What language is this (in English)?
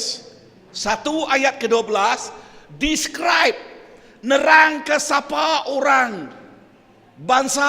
Iban